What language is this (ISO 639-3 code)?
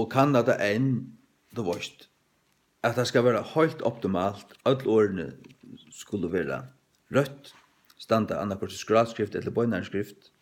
fao